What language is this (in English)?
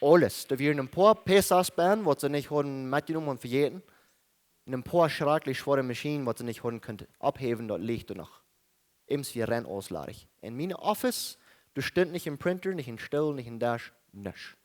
Plautdietsch